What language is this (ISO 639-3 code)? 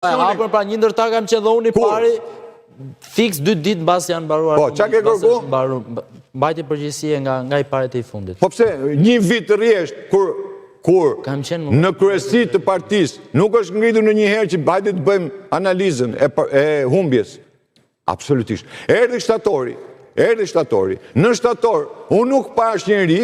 sqi